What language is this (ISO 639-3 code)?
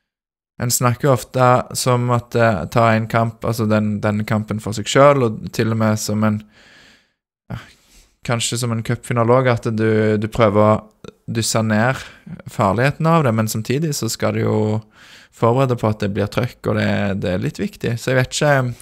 nor